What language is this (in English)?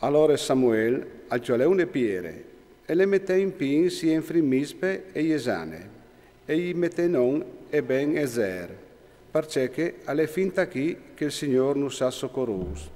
Friulian